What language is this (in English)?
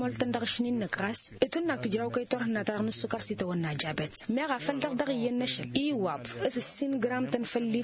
Tamasheq